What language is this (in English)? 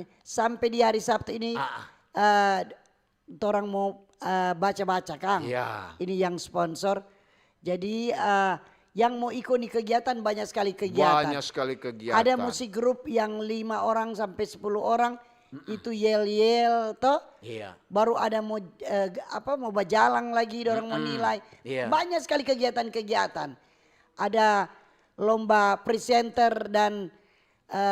Manado Malay